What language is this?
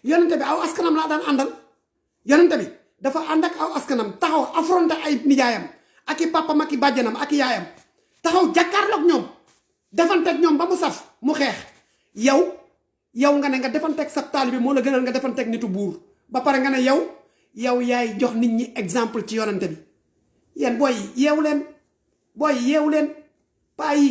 Wolof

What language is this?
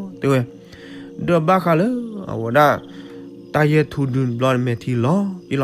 S'gaw Karen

